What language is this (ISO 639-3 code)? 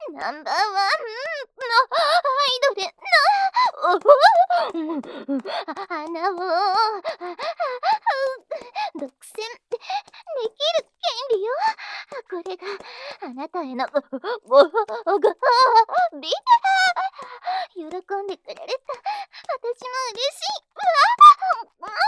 jpn